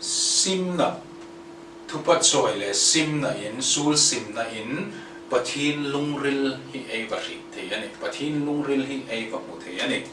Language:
Hmar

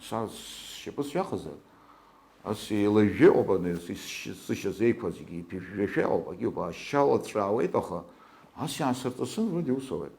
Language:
Abkhazian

